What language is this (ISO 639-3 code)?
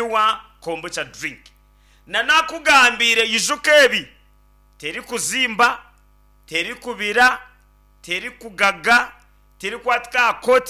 nyn